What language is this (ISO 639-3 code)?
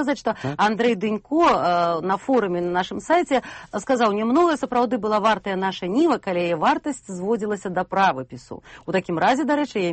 bel